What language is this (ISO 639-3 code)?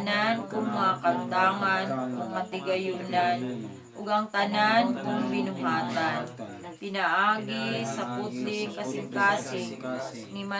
ceb